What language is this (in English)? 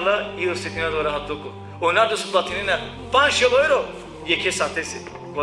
Balkan Romani